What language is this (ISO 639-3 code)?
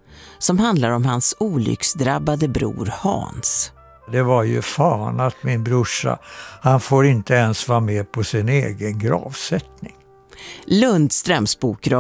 swe